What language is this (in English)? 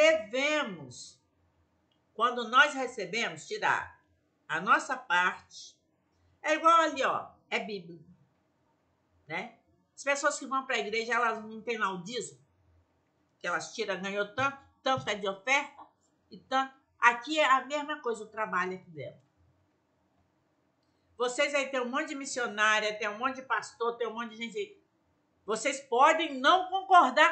Portuguese